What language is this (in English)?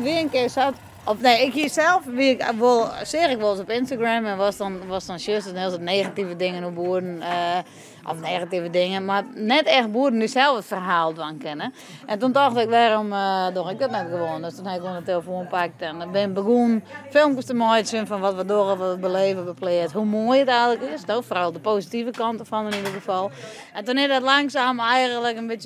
Western Frisian